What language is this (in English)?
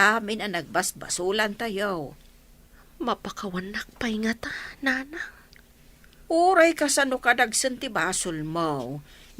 Iloko